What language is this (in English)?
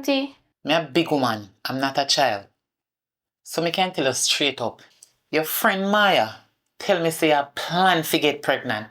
Jamaican Creole English